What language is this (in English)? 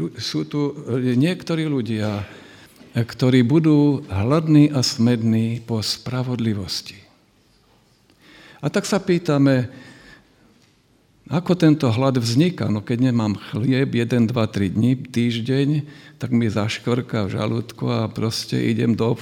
Slovak